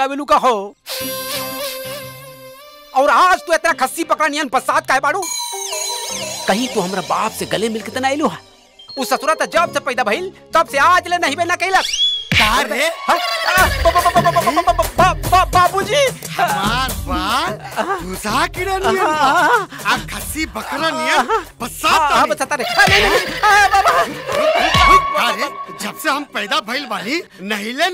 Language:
Bhojpuri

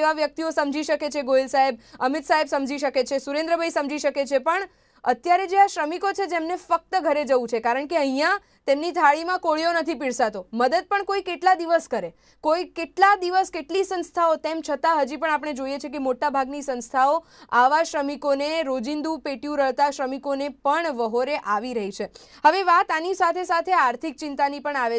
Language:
Gujarati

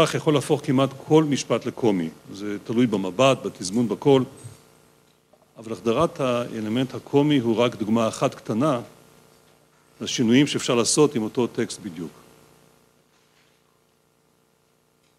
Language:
Hebrew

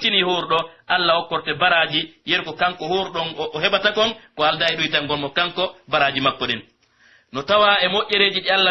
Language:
Pular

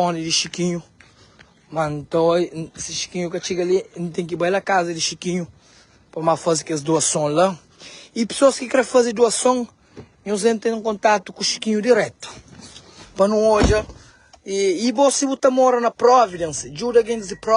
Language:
Kabuverdianu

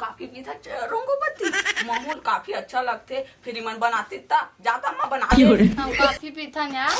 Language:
Chhattisgarhi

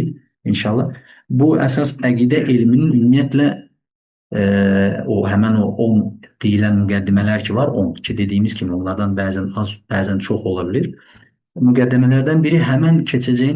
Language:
Azerbaijani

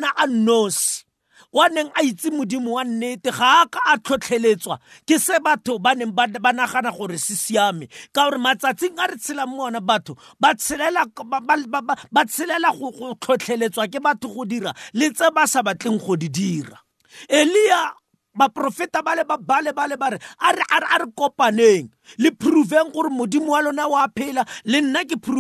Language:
Tswana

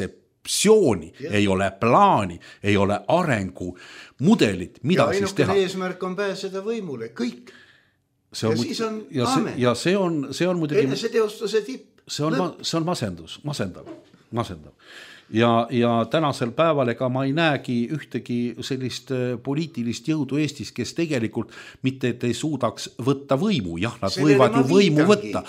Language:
Estonian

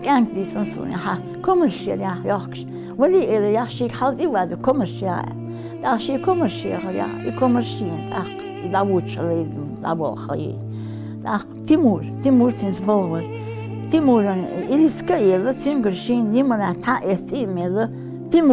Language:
Ingush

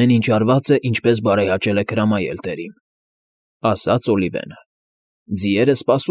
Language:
Armenian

